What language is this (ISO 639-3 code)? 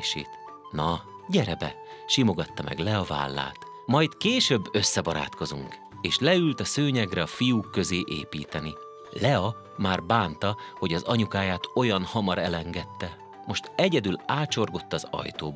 hun